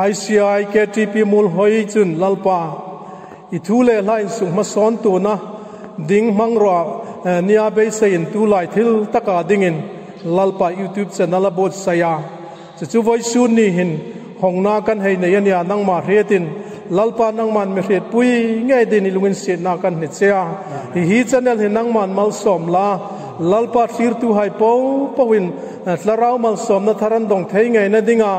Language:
Hmar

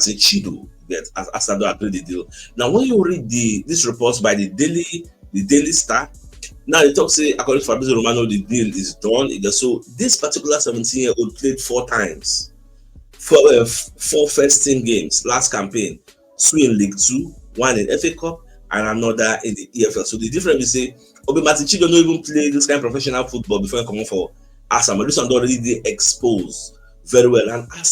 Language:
Nigerian Pidgin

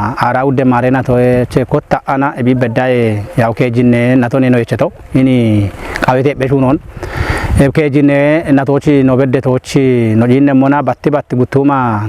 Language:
Kafa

